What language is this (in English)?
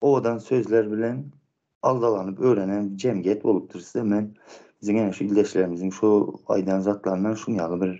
Turkmen